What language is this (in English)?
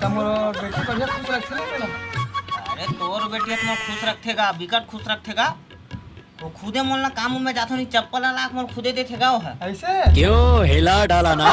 Chhattisgarhi